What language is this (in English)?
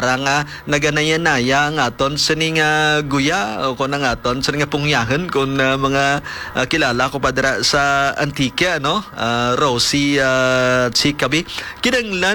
Hiligaynon